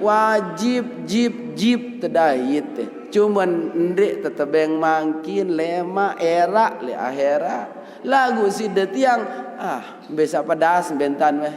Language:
Sasak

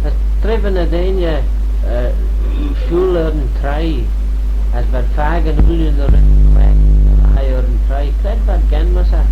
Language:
Manx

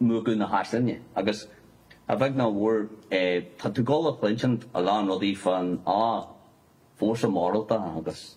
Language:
Irish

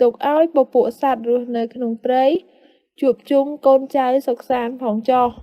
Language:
Khmer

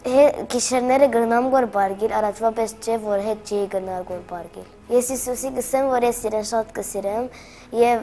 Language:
Western Armenian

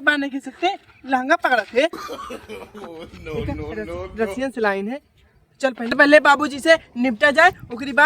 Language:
Awadhi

